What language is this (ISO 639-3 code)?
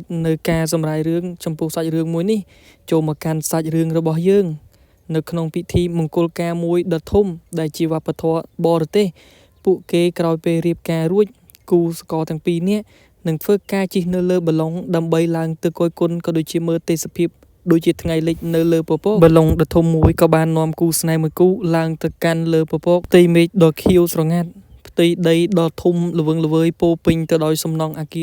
khm